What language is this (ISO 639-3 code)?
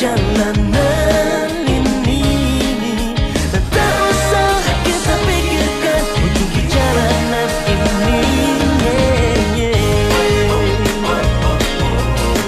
ind